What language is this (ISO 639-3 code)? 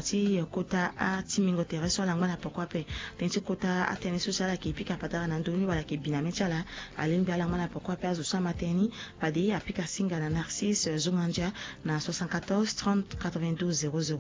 sag